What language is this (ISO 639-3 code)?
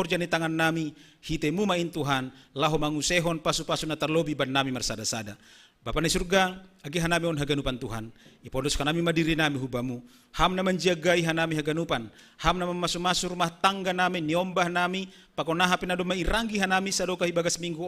bts